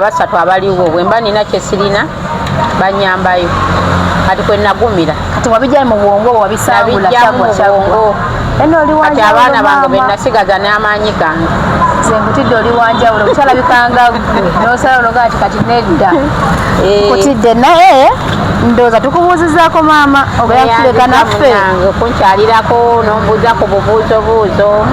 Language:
Ganda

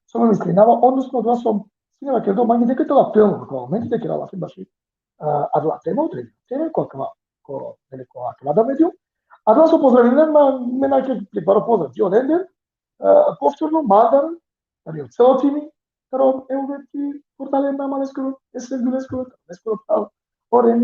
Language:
Balkan Romani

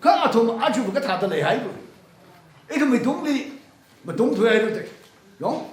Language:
Tangkhul Naga (India)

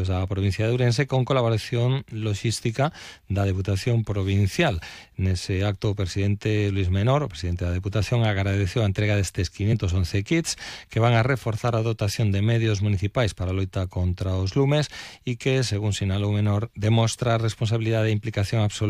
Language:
Galician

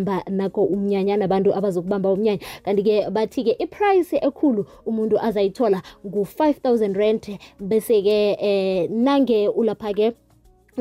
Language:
South Ndebele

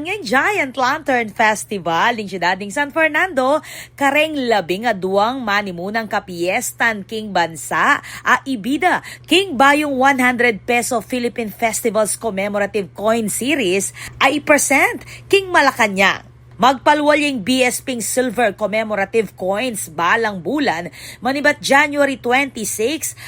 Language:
Pampanga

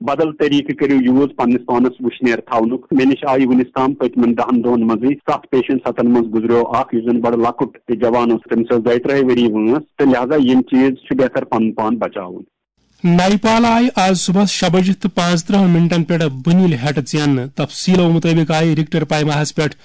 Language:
Kashmiri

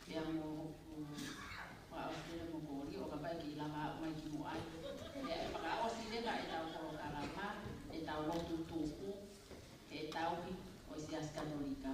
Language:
Tongan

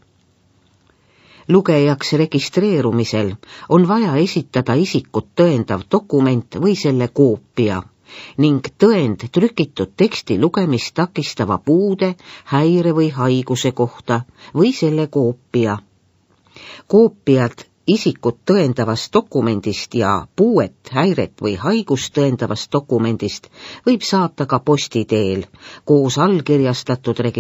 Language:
Estonian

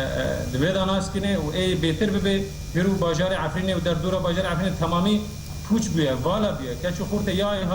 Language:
Kurdish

